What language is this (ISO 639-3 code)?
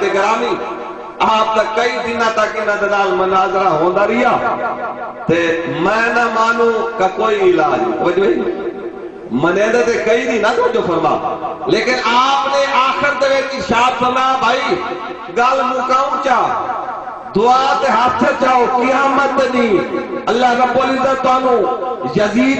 skr